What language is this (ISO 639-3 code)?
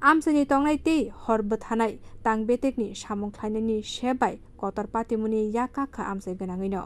trp